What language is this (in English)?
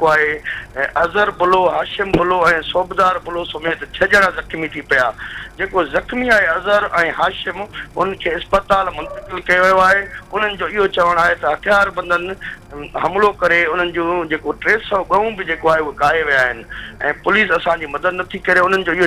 Sindhi